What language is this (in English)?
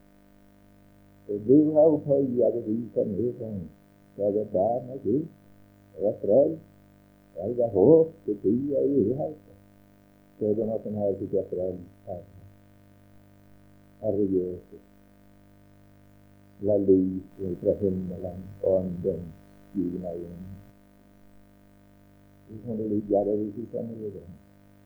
Norwegian